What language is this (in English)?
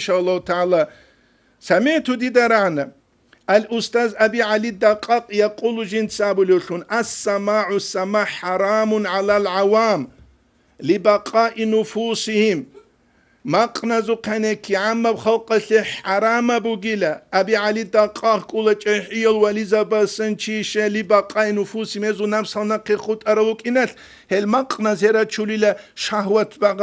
Avaric